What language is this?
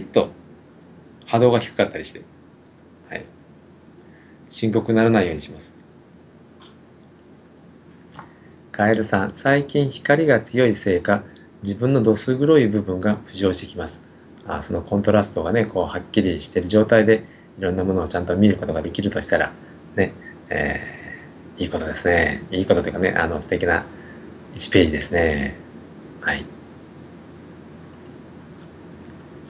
Japanese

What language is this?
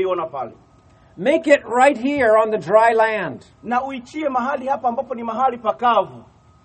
Swahili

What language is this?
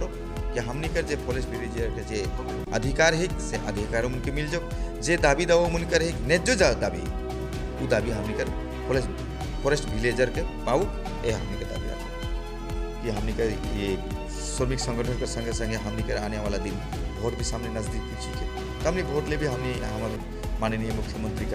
Sadri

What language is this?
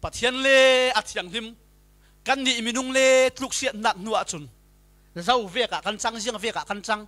Falam Chin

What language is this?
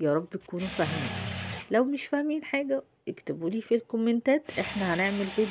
Egyptian Arabic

